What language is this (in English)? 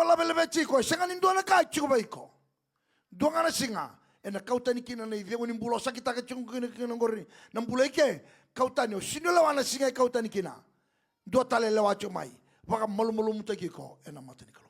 Fijian